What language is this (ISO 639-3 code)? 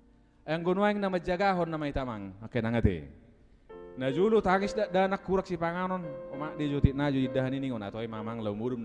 bbc